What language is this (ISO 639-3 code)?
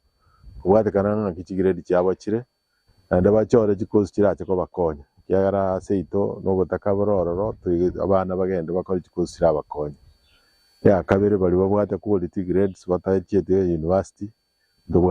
guz